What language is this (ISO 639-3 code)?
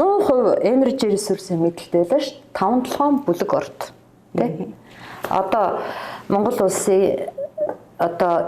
mon